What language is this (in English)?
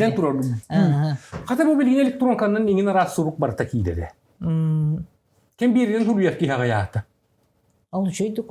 Yakut